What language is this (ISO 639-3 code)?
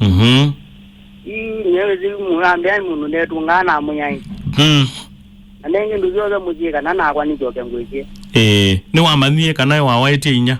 kam